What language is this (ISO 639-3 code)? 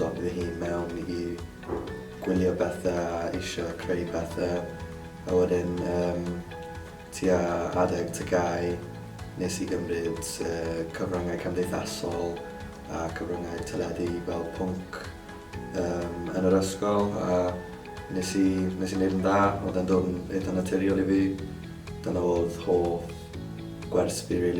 cym